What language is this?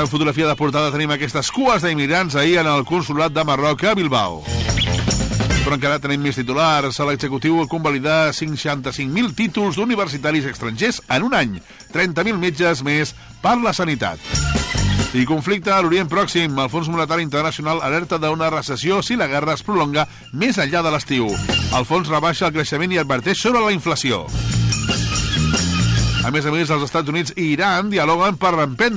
Catalan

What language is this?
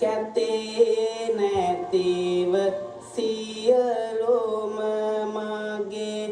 Sinhala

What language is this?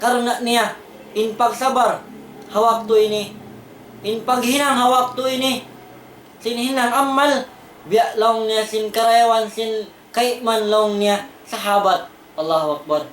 Tausug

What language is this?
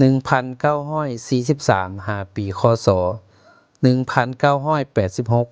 Lao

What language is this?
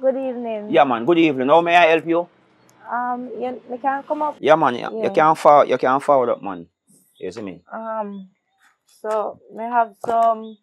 Jamaican Creole English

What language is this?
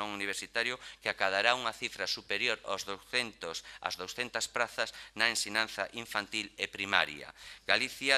Galician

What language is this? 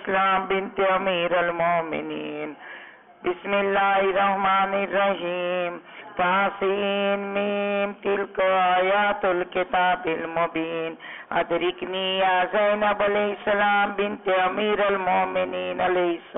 Urdu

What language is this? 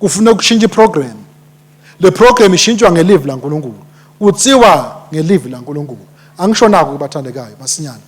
Swati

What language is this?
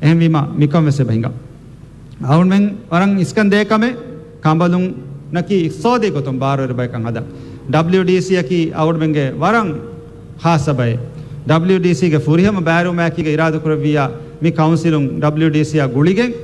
Divehi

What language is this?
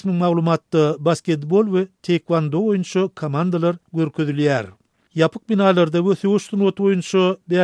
Turkmen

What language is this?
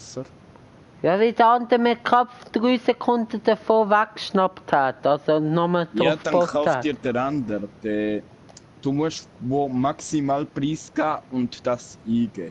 Swiss German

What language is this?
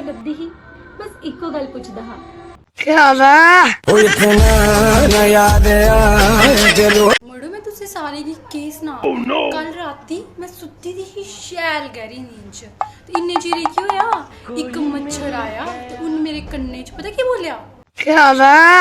Dogri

